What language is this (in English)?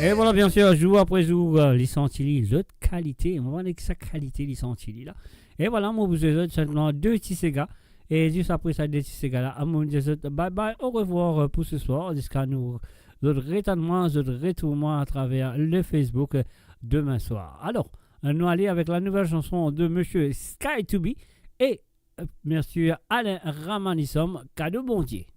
Morisyen